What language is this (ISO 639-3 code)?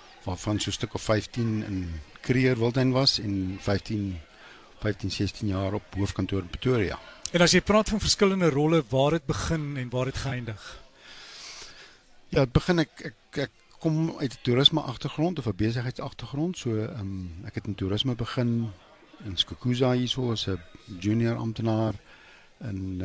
afr